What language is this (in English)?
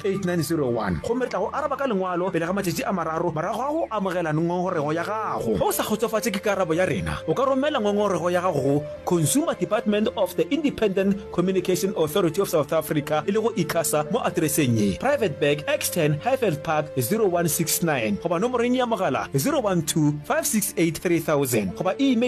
Northern Sotho